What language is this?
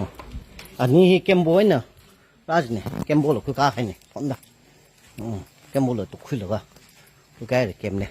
Tangkhul Naga (India)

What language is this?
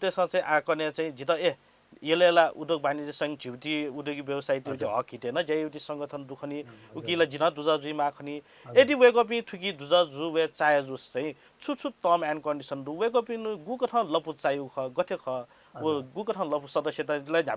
Newari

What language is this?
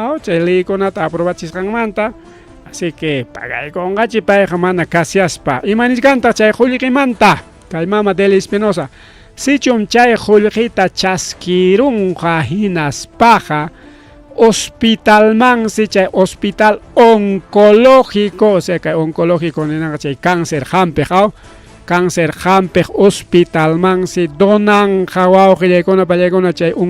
Ayacucho Quechua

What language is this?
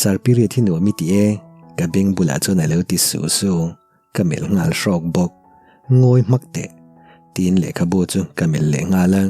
Mizo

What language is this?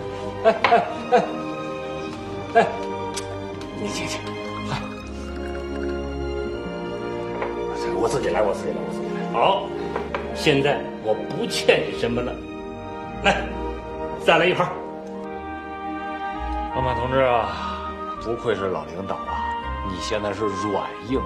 Chinese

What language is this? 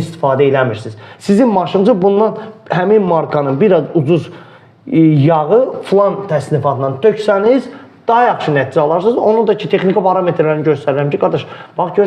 Azerbaijani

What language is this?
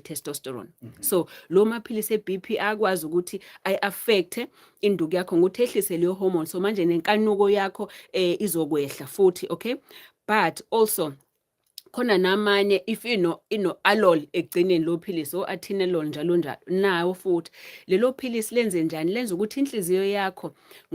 Zulu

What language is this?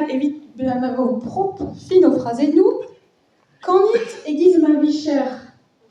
Breton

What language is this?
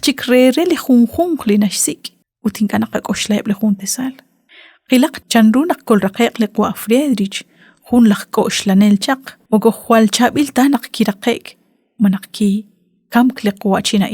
Kekchí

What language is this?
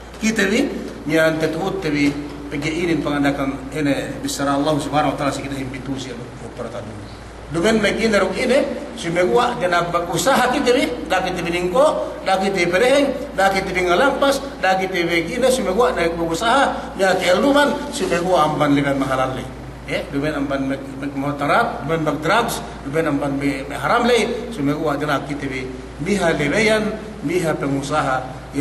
Yakan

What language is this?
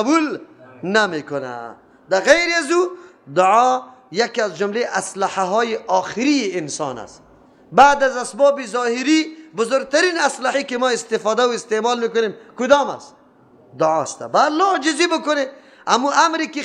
Persian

